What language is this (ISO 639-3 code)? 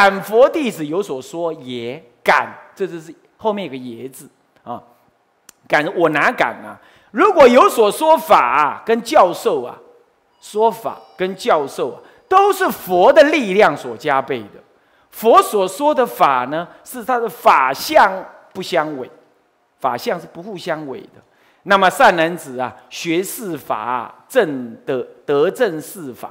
zho